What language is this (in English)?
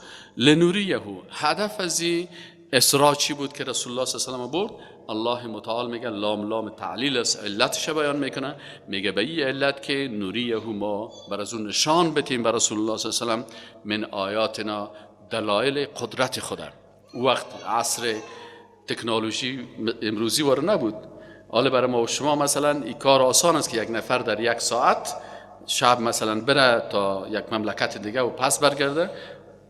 Persian